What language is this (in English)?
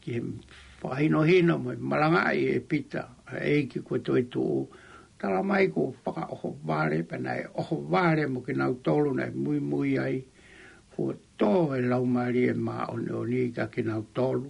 Tongan